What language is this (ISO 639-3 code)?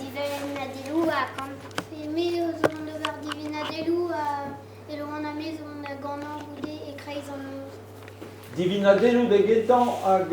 bre